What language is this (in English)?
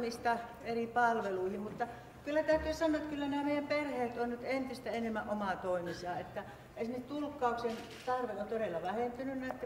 Finnish